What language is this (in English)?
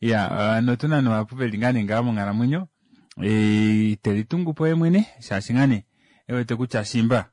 Kuanyama